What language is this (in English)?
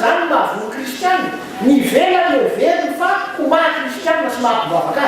Malagasy